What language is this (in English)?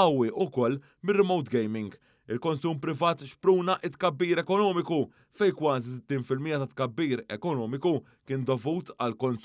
Maltese